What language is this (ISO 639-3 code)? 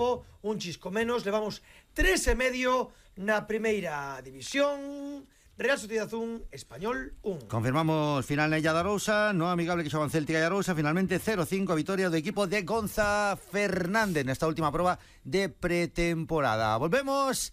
glg